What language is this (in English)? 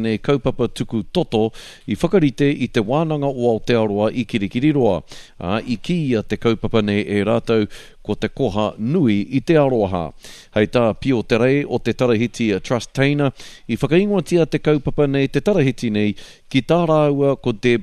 Māori